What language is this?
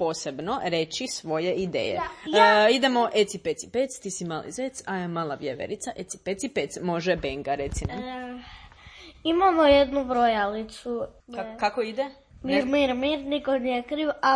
Croatian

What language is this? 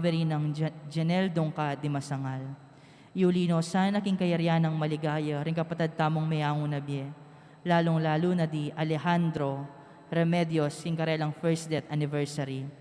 Pampanga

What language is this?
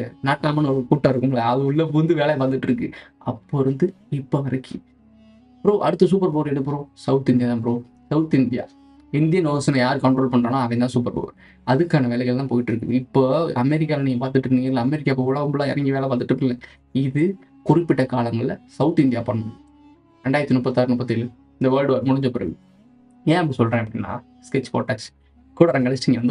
Tamil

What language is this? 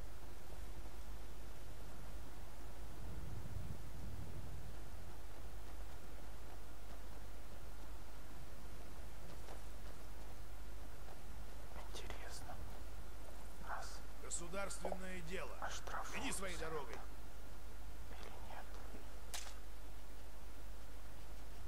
Russian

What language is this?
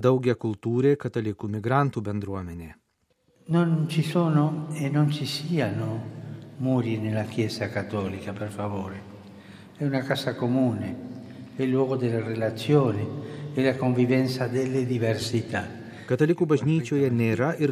Lithuanian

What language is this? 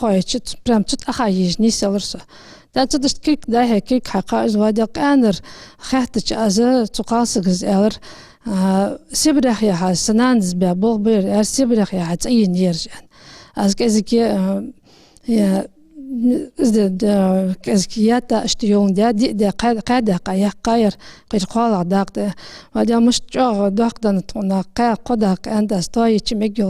Ingush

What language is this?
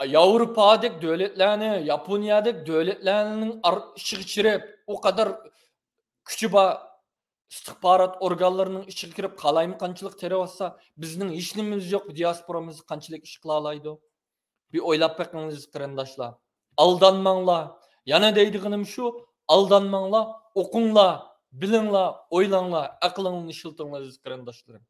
Uyghur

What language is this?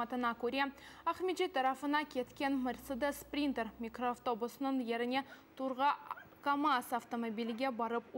Crimean Tatar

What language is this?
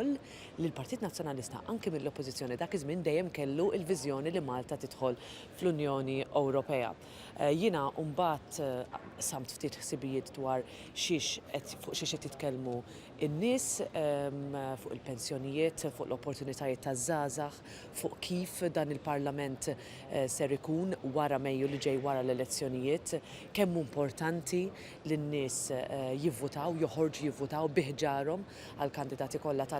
Maltese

